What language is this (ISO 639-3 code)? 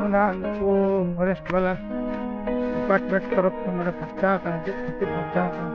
sat